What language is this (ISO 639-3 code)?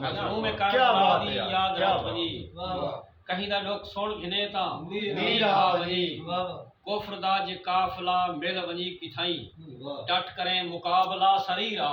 skr